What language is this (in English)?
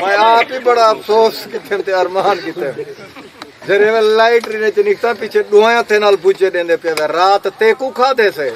Saraiki